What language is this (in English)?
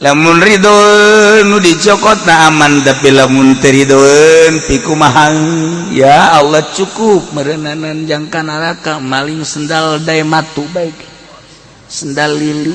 Sundanese